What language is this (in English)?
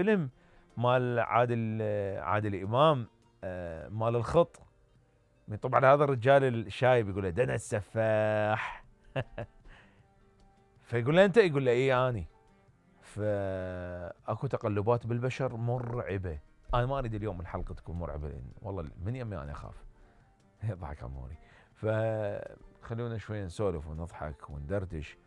Mesopotamian Arabic